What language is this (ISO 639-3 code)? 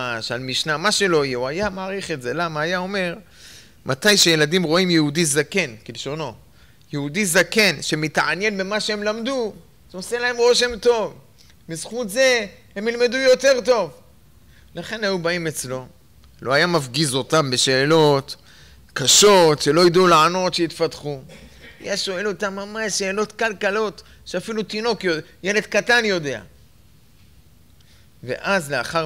heb